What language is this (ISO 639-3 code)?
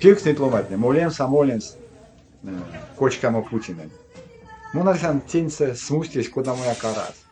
myv